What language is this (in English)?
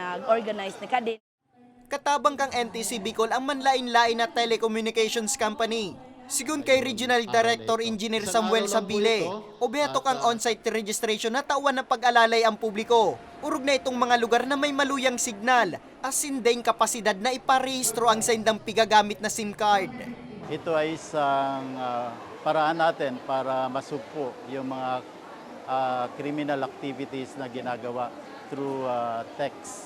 Bikol